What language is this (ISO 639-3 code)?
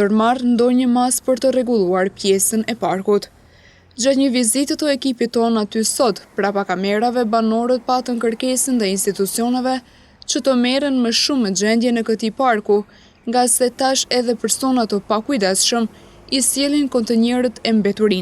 sqi